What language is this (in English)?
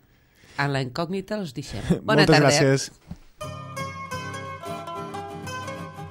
Catalan